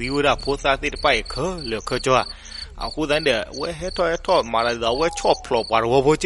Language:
S'gaw Karen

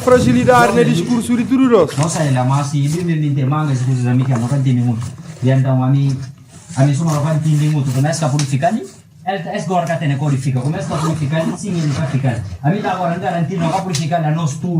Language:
Kabuverdianu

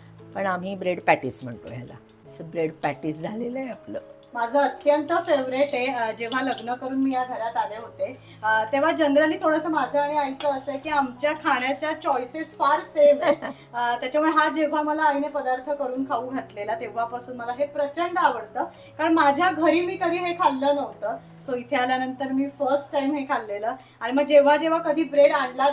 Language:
Marathi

